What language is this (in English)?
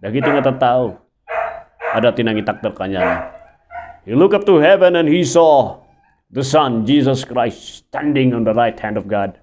Iloko